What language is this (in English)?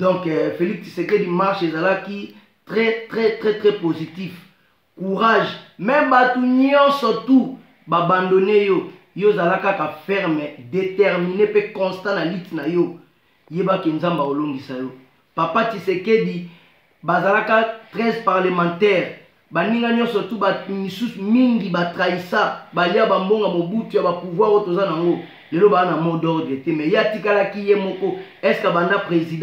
Lingala